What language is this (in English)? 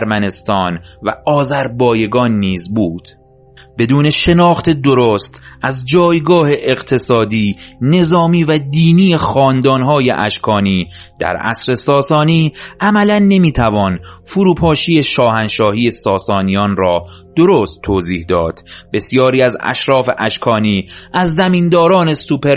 Persian